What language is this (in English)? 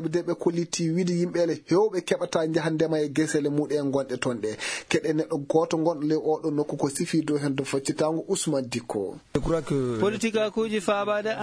Fula